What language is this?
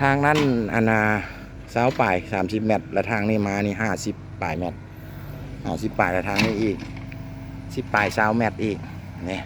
Lao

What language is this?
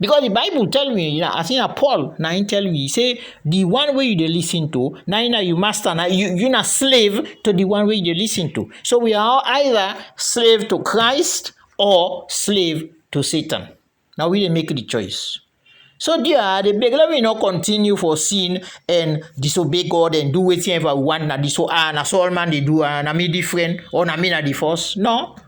Krio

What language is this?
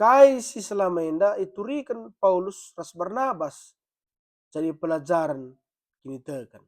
Batak Karo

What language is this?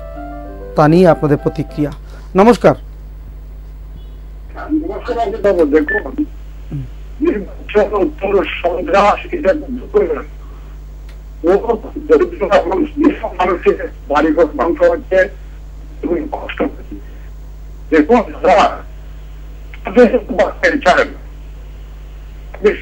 Bangla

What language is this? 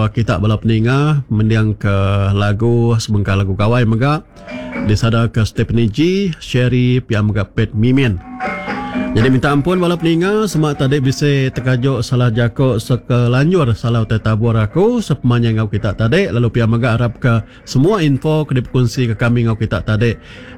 Iban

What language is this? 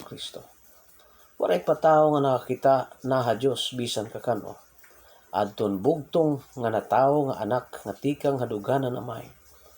Waray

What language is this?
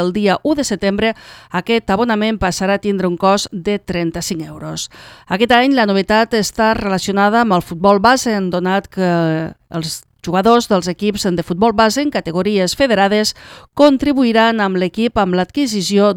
Catalan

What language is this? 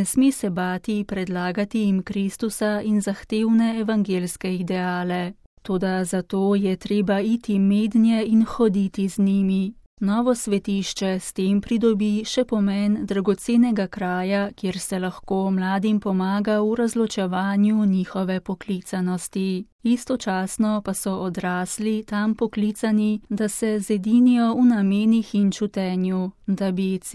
Slovenian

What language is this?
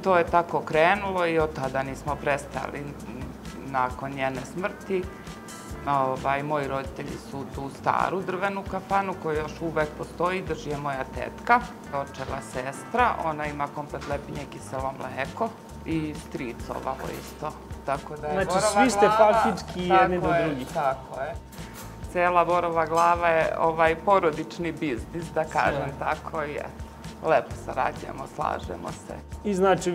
Serbian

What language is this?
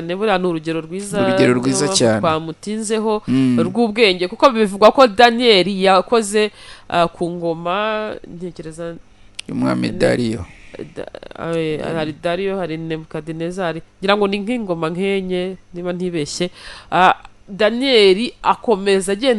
Kinyarwanda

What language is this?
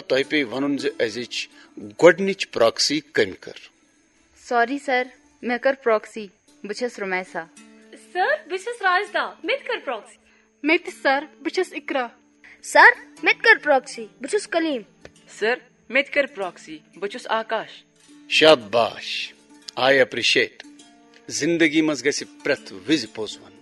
Kashmiri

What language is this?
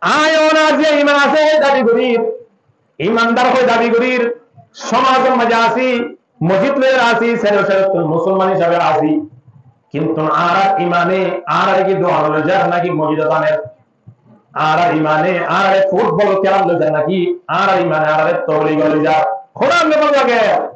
Rohingya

